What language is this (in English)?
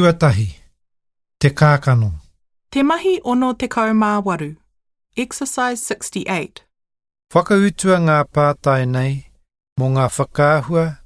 Māori